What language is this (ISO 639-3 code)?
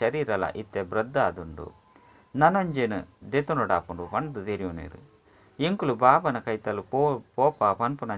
tcy